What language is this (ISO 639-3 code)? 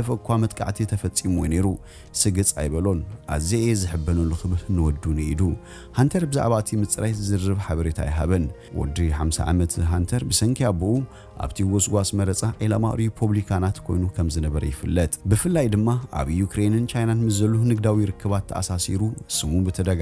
tir